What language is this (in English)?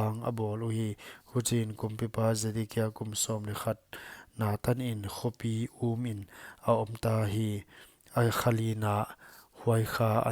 Paite Chin